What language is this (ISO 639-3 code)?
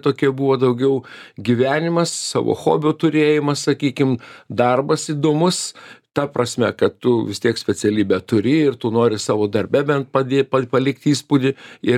lit